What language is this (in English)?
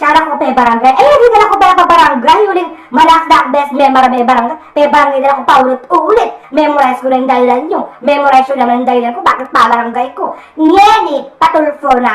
Pampanga